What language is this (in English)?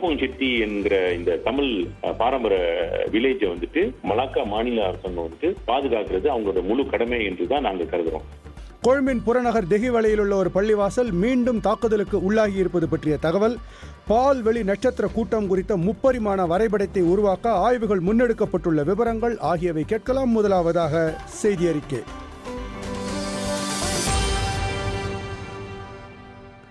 Tamil